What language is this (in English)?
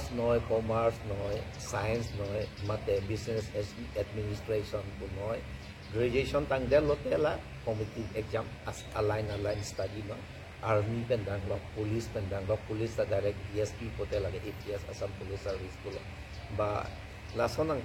Karbi